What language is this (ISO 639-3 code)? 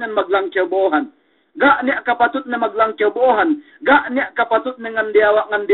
yka